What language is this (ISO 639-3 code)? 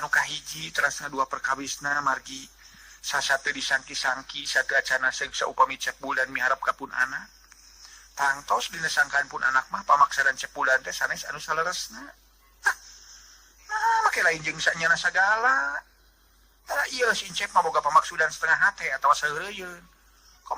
sun